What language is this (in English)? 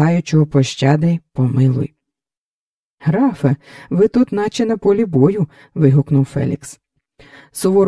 Ukrainian